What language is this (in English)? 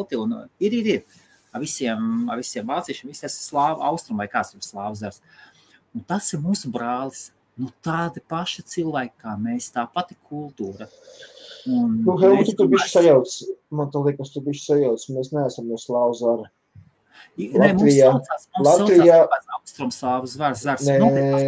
Latvian